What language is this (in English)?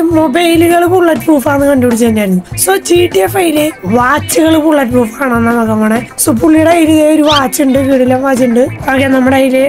Malayalam